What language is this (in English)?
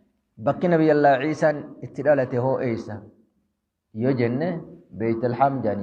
Oromo